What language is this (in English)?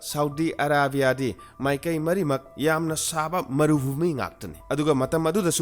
Manipuri